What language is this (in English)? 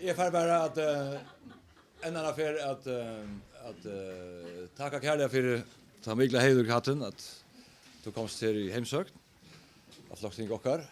Faroese